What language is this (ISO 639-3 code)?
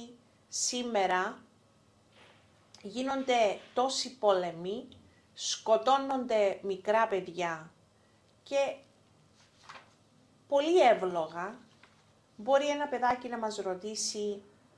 ell